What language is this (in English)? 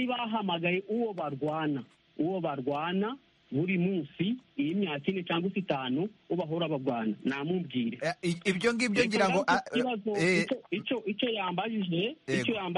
Kinyarwanda